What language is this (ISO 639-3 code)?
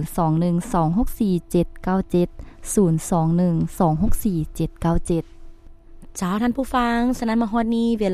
lao